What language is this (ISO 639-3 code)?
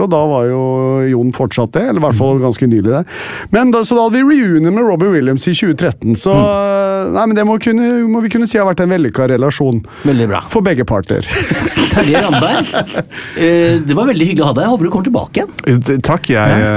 nor